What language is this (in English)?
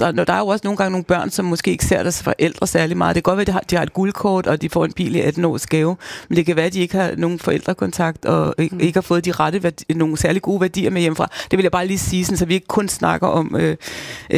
Danish